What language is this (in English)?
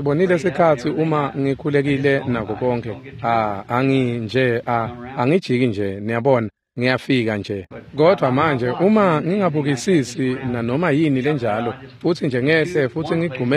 Swati